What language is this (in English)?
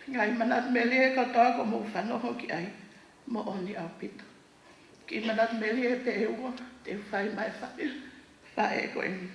Tongan